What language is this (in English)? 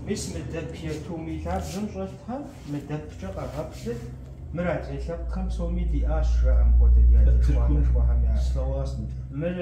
Kabardian